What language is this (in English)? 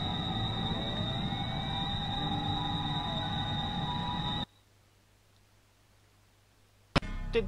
Japanese